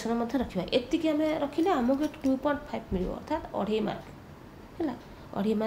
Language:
Odia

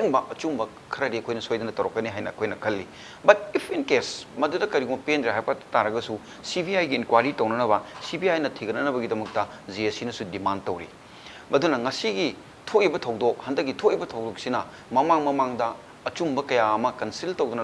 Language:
Manipuri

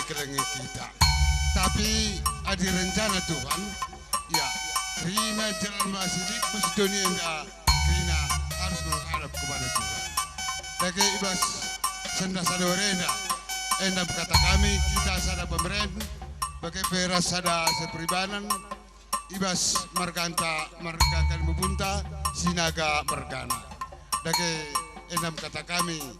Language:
Batak Karo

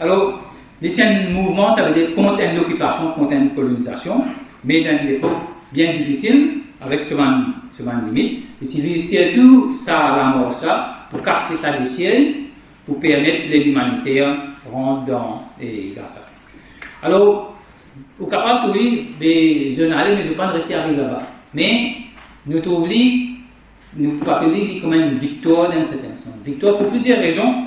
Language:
Morisyen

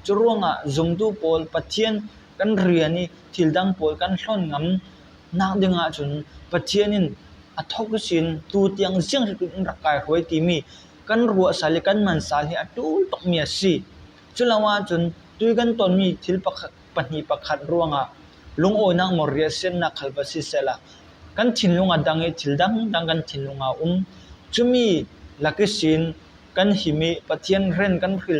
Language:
Falam Chin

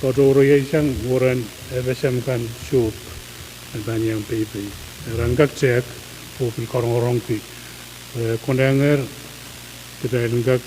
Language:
Pohnpeian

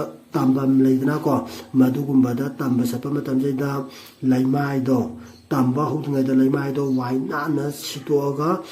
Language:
Manipuri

